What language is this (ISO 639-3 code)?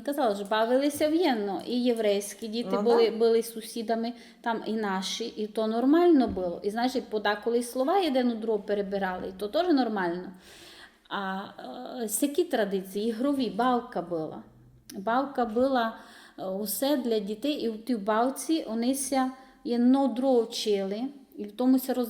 rue